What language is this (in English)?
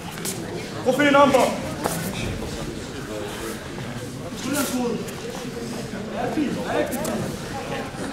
Danish